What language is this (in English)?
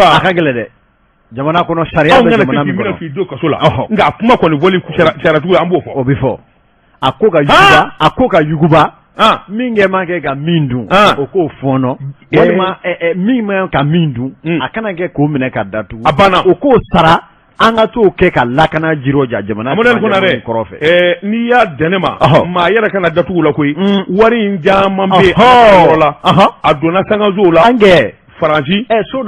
Bambara